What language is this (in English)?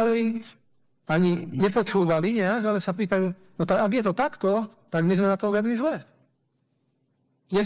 Slovak